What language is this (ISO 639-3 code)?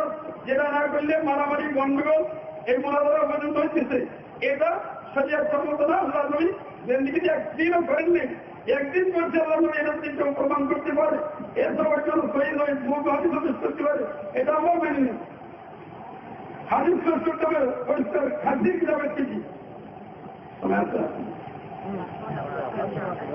ben